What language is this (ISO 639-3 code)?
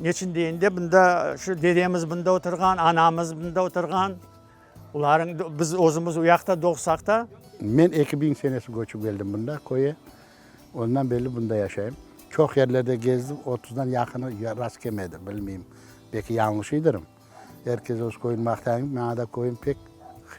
crh